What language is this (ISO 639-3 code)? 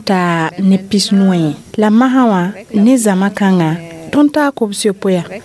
mos